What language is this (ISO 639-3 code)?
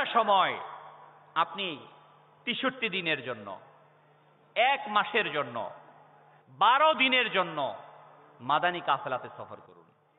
ben